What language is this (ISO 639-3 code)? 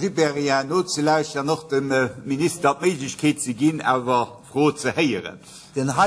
ltz